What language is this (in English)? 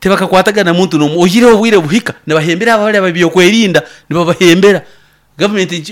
Nyankole